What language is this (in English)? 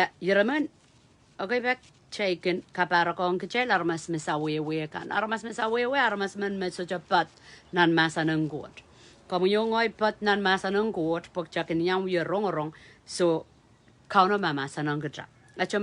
Pohnpeian